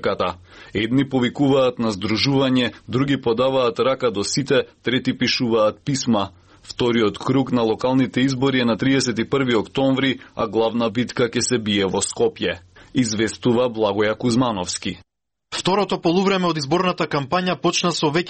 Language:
Macedonian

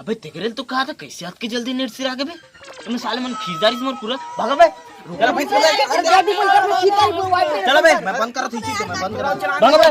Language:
Chhattisgarhi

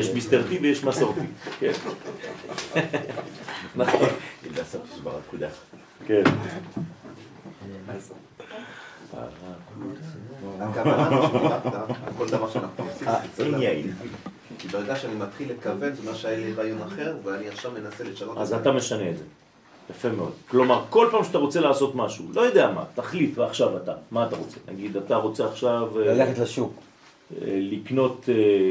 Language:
Hebrew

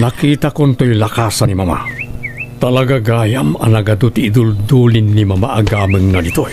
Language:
Iloko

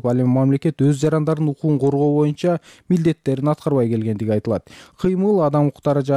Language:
Kyrgyz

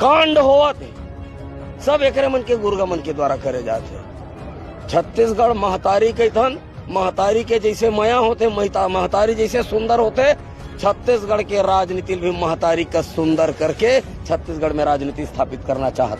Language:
Chhattisgarhi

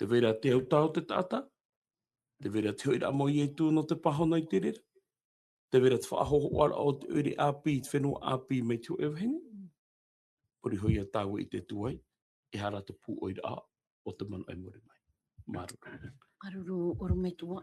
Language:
Tahitian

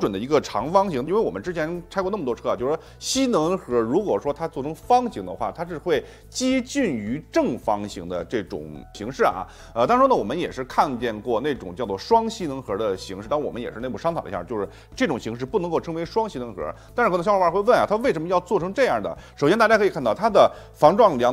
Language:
Chinese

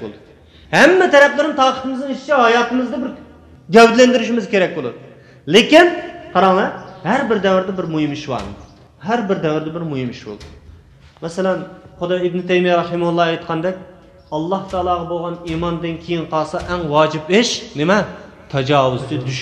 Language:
Uyghur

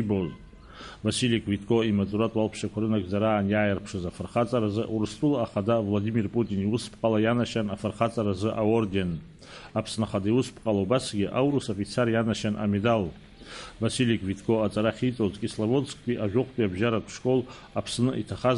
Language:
Abkhazian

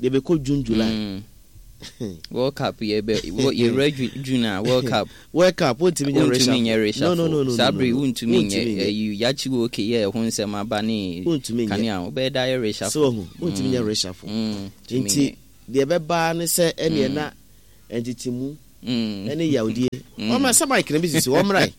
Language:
Akan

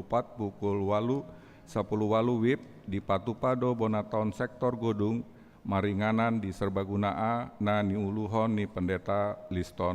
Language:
Batak Toba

